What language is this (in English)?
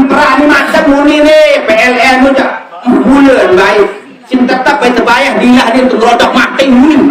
Sasak